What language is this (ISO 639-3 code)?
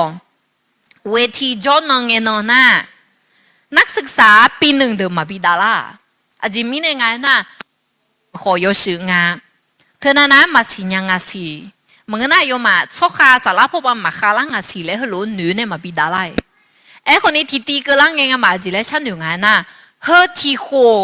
ahk